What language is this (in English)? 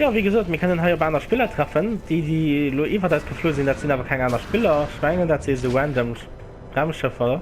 Luxembourgish